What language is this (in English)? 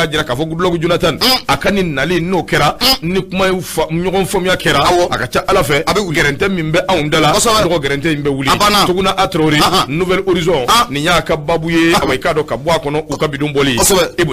Bambara